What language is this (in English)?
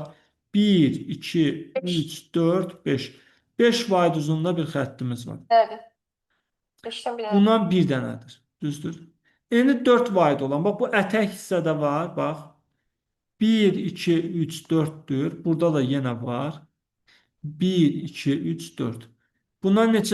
Azerbaijani